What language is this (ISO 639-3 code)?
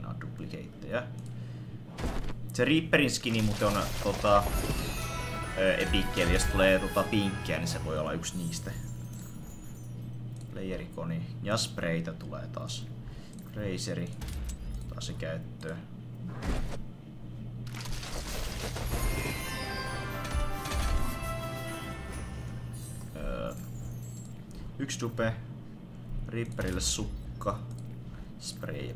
fin